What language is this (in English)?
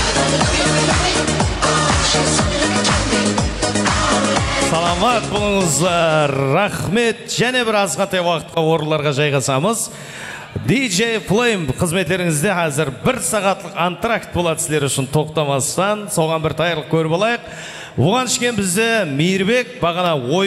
Kara-Kalpak